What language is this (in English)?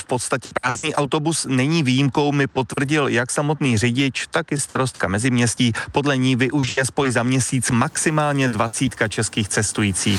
Czech